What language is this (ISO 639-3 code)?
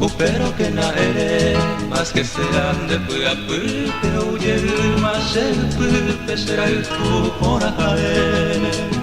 grn